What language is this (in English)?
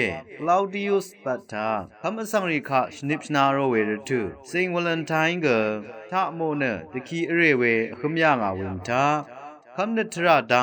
Rawang